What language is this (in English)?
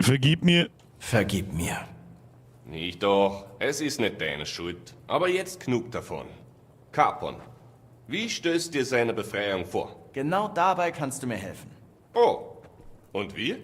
Bavarian